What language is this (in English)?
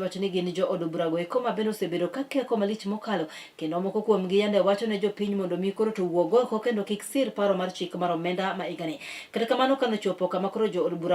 Luo (Kenya and Tanzania)